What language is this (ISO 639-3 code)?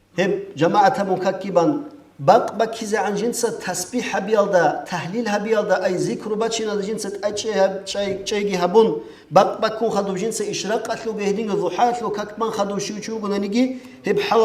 ava